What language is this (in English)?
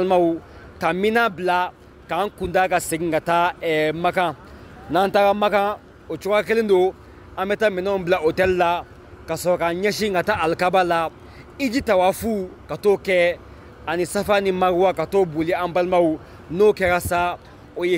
Bambara